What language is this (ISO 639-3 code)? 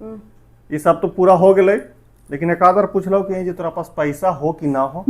mag